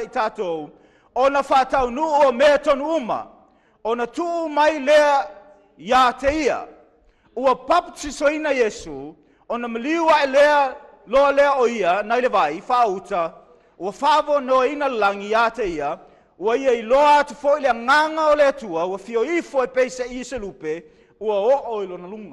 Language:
Samoan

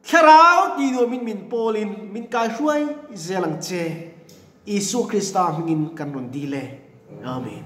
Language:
Mizo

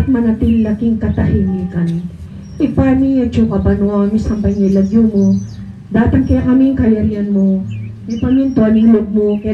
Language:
Pampanga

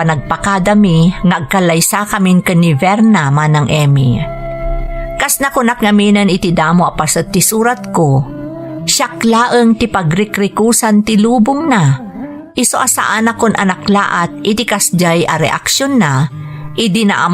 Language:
Iloko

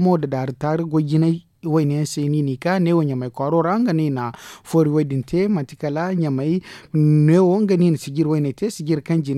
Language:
Zarma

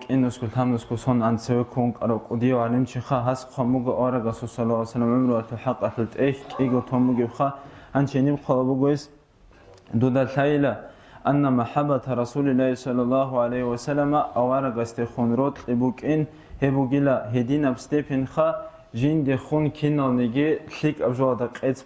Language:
Avaric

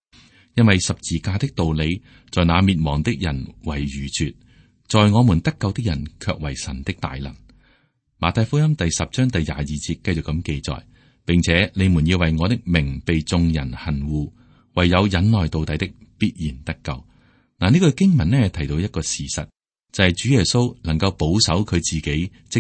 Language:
Cantonese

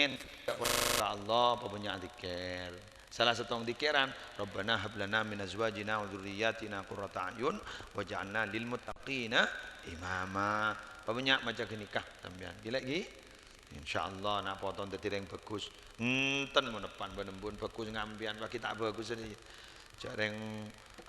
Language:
Madurese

